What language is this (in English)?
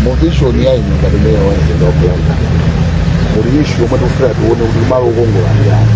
Nyanja